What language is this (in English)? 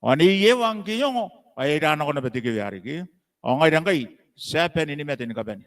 Gilbertese